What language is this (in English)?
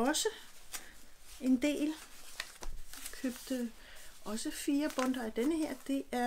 Danish